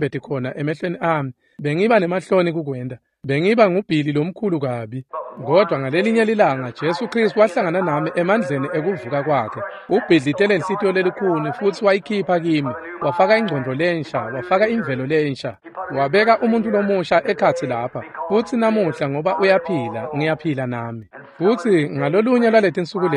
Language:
Swati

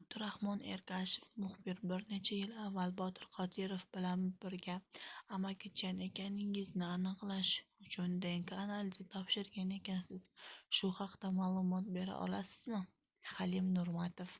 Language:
Uzbek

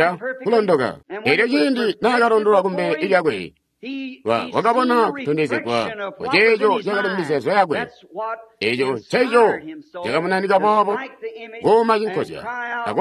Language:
Tonga (Zambia)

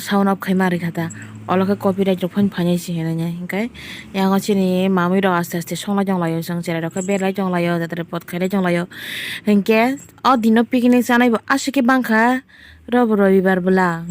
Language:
Kok Borok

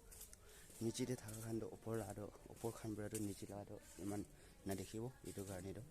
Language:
Naga Pidgin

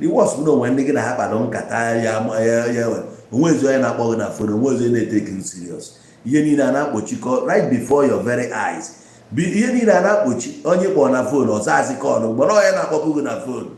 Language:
Igbo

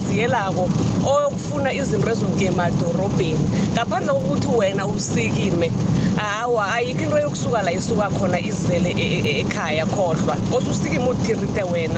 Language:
South Ndebele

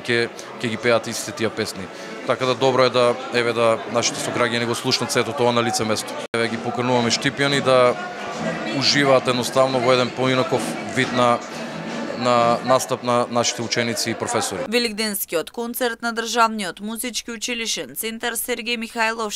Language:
Macedonian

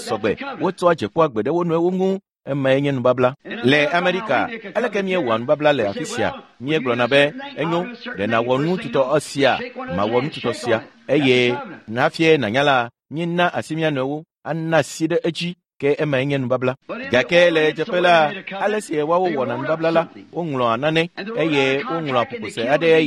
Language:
Ewe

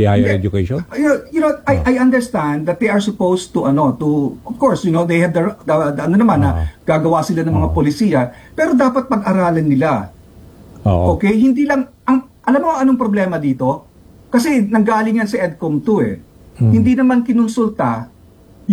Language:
Filipino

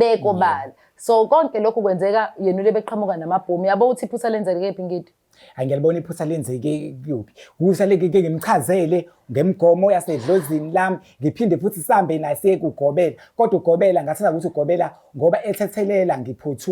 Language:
Zulu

